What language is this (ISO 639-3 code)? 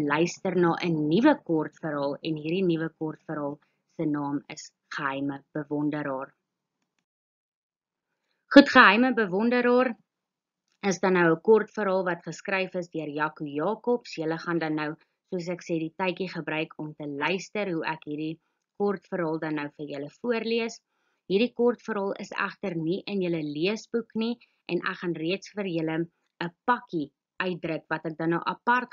afr